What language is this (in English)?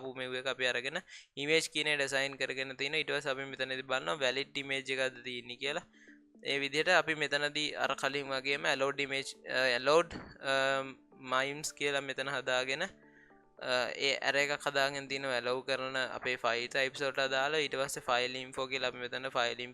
Sinhala